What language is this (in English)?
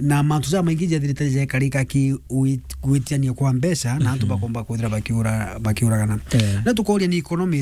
Meru